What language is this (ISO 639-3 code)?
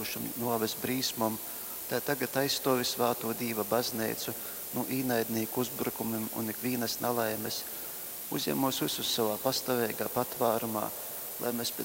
ltg